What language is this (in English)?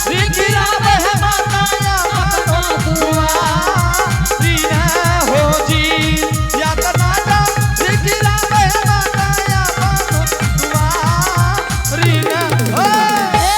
Angika